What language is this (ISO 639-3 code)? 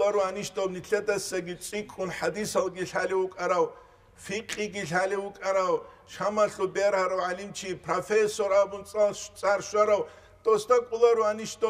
ava